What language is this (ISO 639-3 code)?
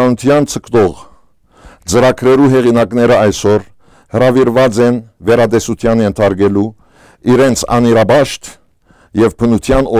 hyw